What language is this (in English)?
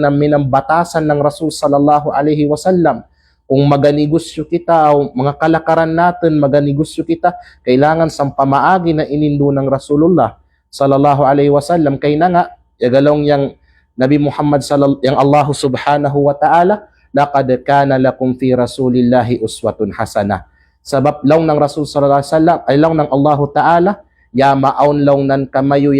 Kalagan